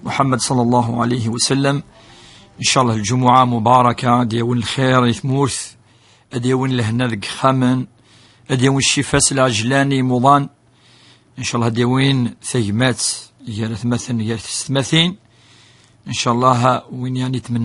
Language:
Kabyle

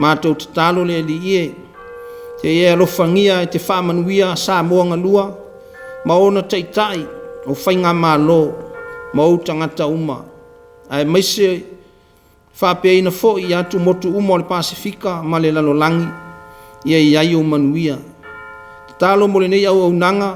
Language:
Samoan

